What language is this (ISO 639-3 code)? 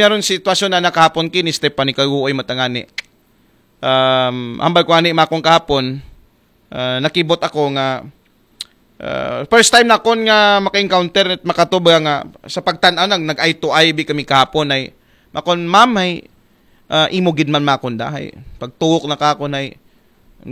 akl